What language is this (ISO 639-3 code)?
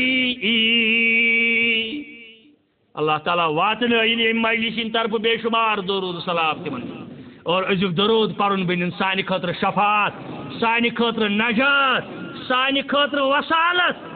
kas